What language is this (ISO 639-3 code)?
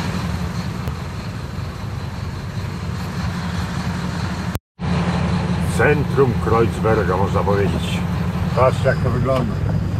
pol